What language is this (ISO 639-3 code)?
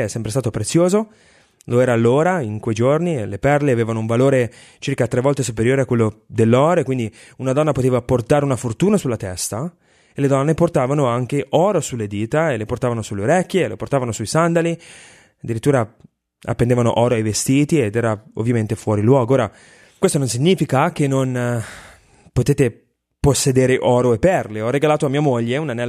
ita